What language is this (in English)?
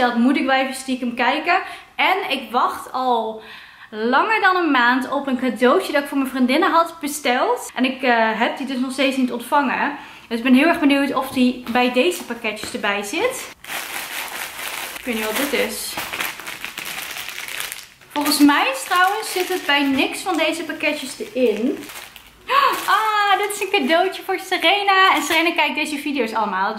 Dutch